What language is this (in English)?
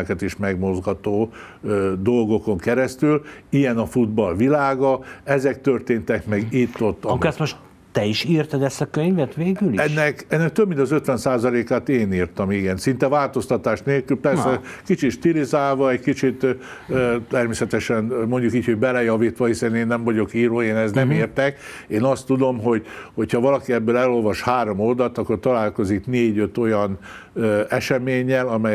Hungarian